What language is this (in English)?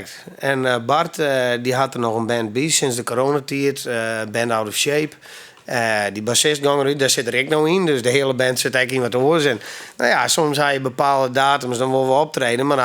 Western Frisian